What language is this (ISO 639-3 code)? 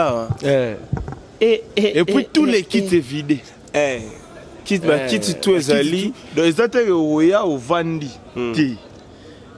lin